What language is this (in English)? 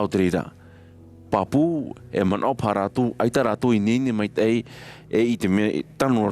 Tahitian